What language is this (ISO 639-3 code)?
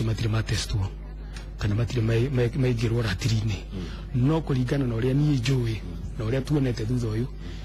kik